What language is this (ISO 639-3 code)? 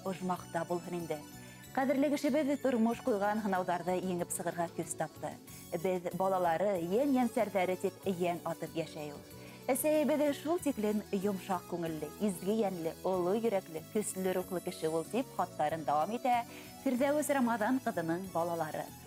bak